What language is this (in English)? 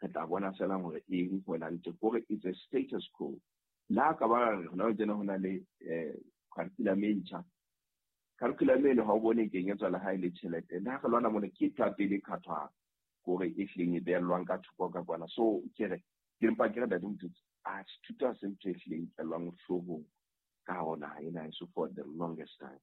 Southern Sotho